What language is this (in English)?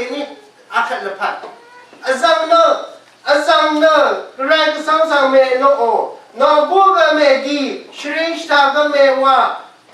Rawang